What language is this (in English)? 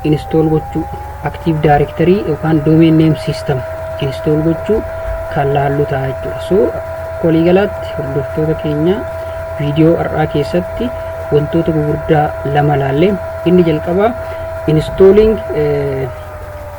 Oromo